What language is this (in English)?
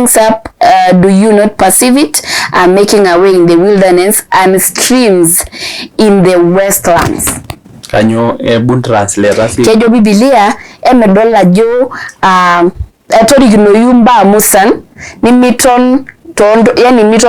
Masai